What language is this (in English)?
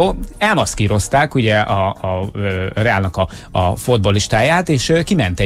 Hungarian